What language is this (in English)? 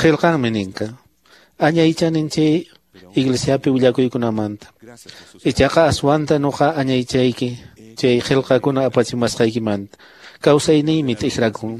Quechua